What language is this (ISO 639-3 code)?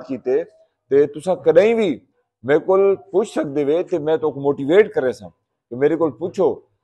skr